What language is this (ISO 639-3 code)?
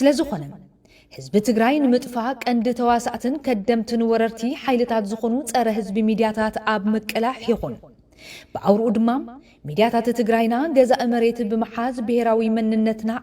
tir